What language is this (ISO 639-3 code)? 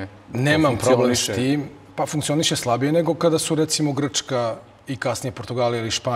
srp